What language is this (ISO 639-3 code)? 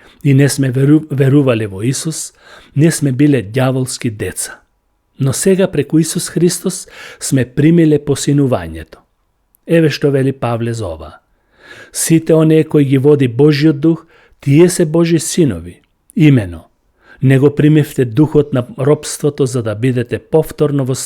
mkd